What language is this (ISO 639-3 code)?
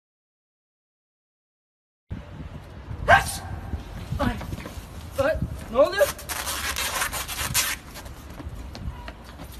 tur